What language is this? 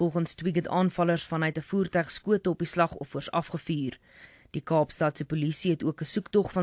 Afrikaans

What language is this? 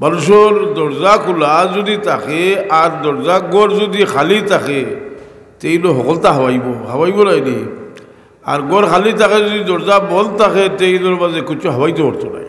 Sylheti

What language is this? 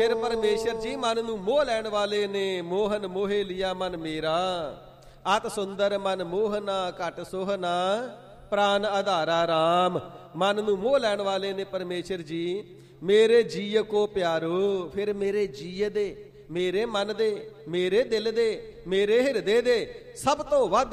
Punjabi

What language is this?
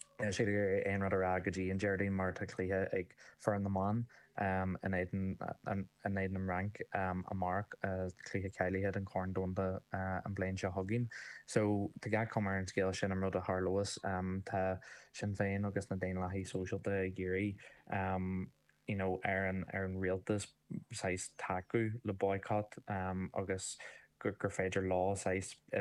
Irish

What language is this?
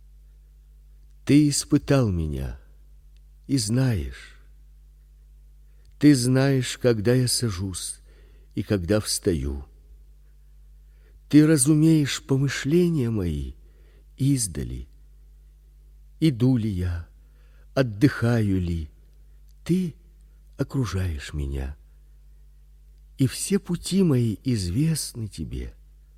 Russian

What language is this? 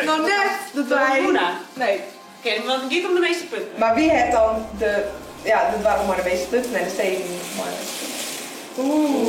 Western Frisian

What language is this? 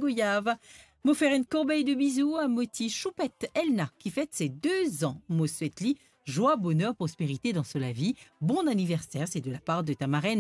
Morisyen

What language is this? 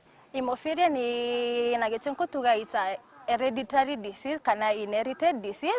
Meru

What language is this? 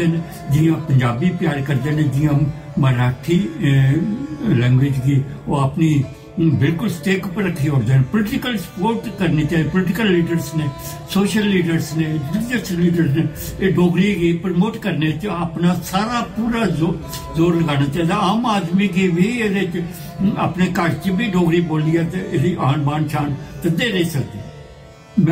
Dogri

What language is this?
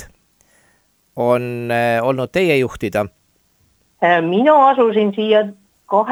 Estonian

